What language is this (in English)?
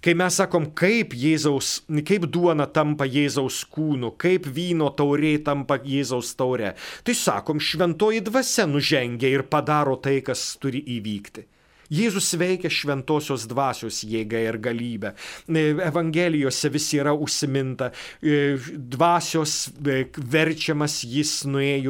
Lithuanian